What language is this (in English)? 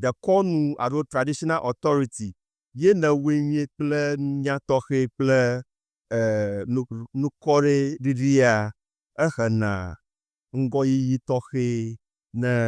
Ewe